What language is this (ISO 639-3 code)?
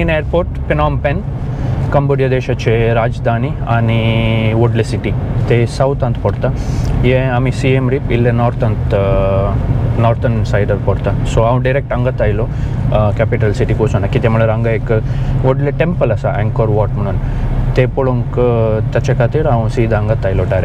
kok